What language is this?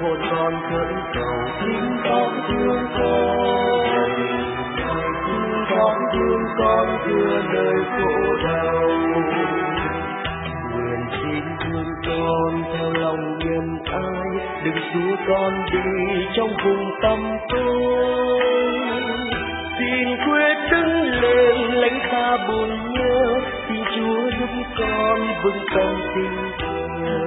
Vietnamese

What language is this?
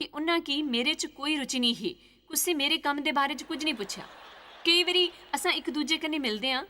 Dogri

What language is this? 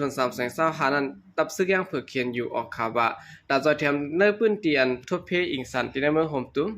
Shan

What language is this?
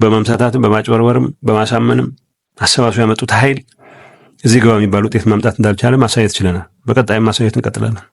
Amharic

